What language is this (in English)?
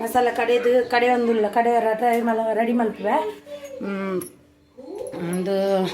Tulu